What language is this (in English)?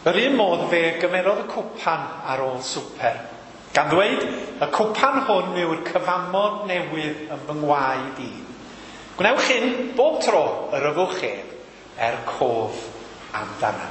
Welsh